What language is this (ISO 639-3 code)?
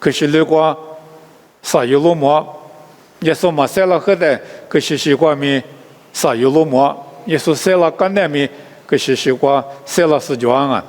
lis